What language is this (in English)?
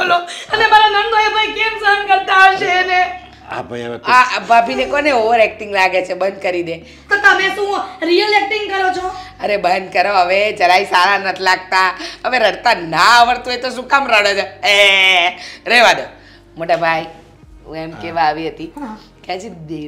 Gujarati